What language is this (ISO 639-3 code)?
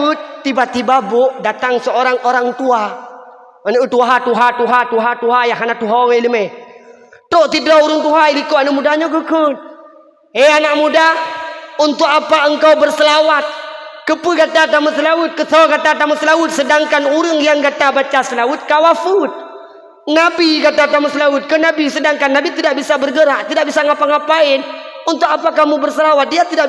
ace